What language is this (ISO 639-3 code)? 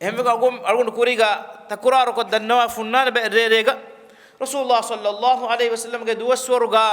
div